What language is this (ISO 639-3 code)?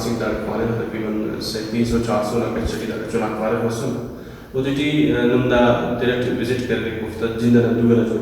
brh